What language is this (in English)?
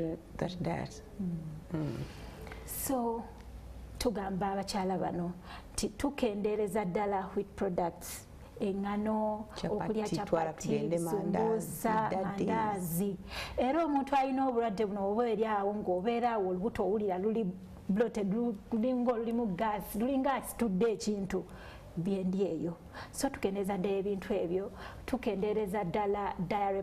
Ganda